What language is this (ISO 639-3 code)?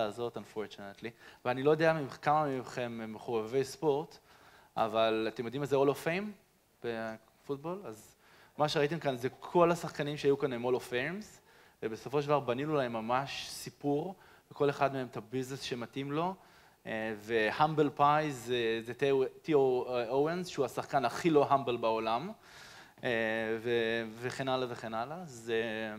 heb